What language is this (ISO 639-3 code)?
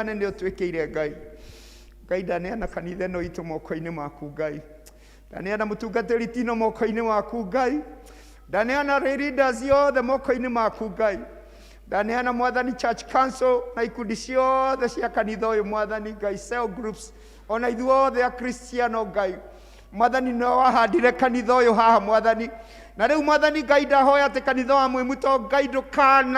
kik